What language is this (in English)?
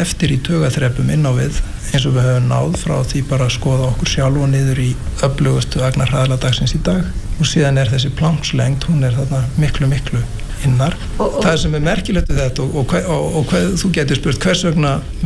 Icelandic